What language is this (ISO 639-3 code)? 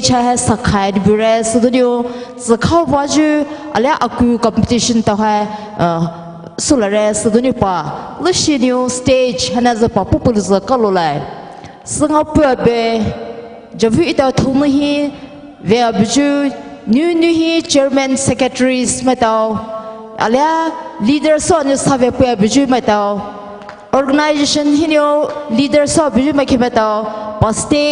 pmx